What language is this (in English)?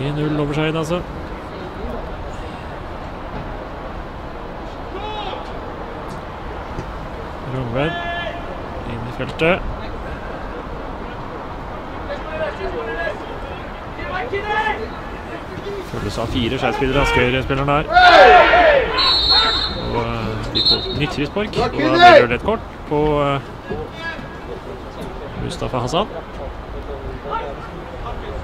Norwegian